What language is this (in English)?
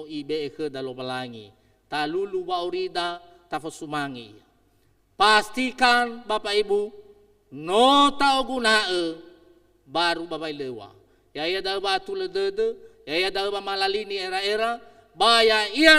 Nias